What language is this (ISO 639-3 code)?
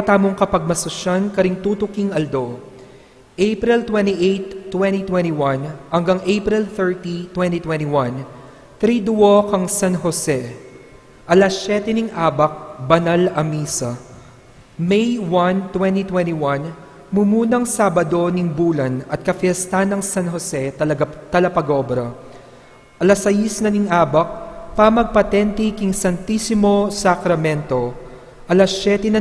pam